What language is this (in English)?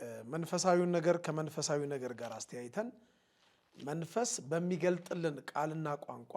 Amharic